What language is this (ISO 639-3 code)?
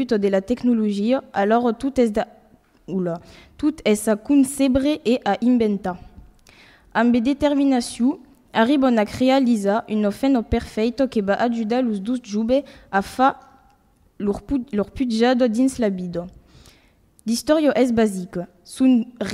oci